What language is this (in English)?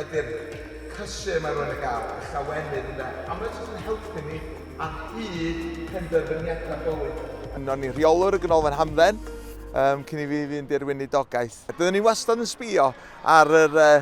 Welsh